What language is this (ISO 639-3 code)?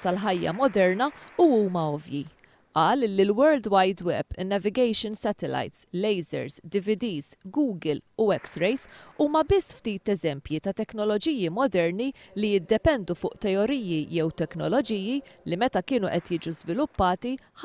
mlt